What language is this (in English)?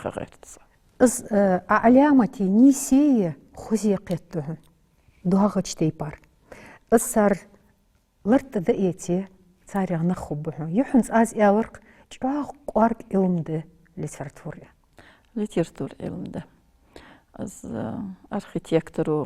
Ingush